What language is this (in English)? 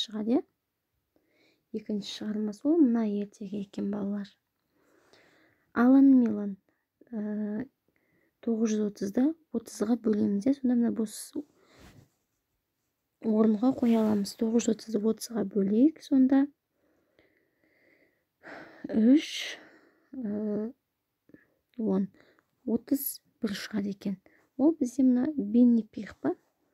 Kazakh